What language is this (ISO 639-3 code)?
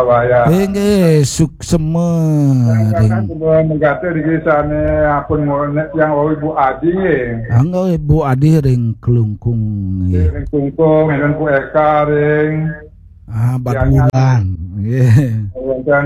ban